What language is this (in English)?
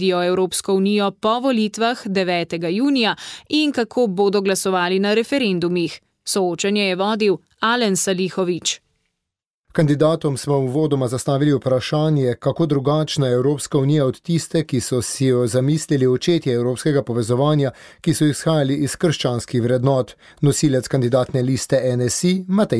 Slovenian